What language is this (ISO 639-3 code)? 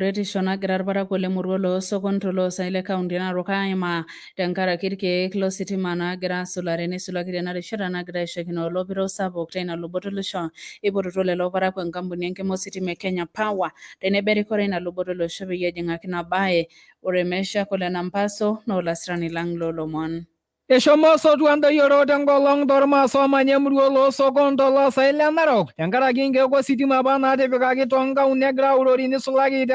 mas